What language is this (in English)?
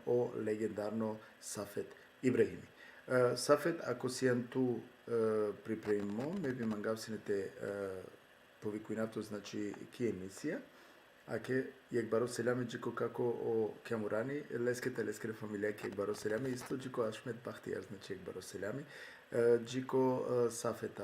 Balkan Romani